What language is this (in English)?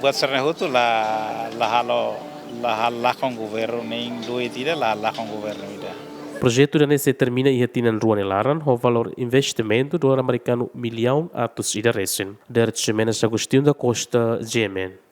Tetum